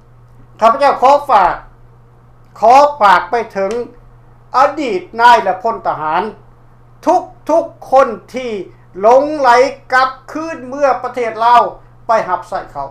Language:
Lao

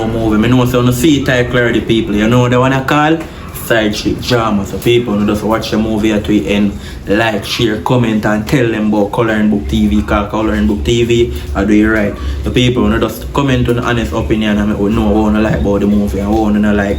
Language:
Jamaican Creole English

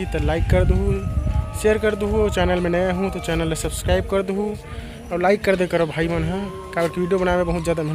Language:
Chhattisgarhi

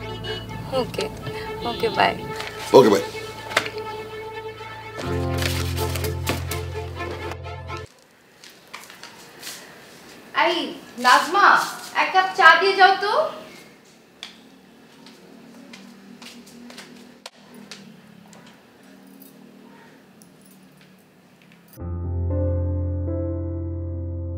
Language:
Bangla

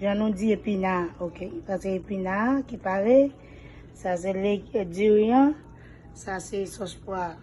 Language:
Haitian Creole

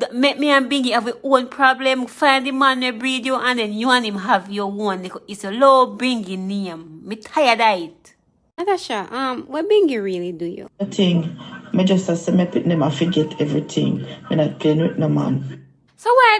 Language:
Jamaican Creole English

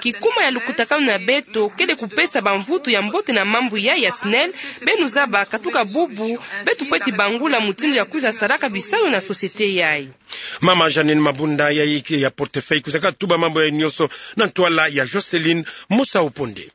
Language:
Kituba (Democratic Republic of Congo)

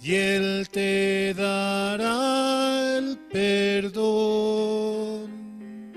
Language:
Aymara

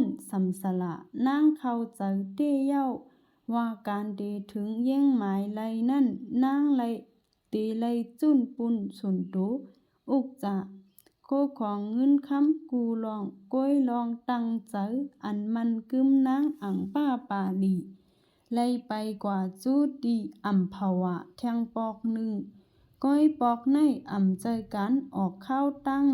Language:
Shan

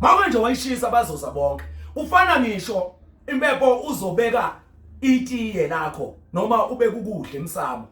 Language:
Zulu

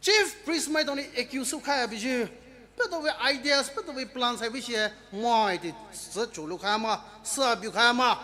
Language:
Poumei Naga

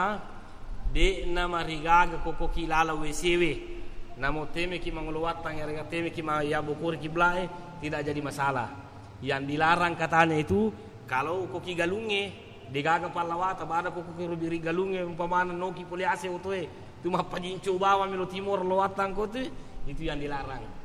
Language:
Buginese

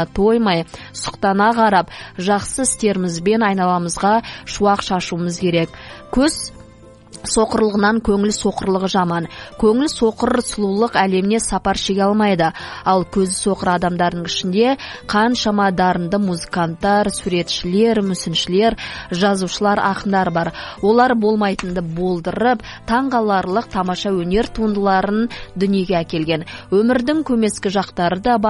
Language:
Kazakh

